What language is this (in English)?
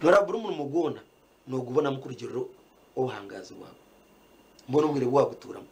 Nyankole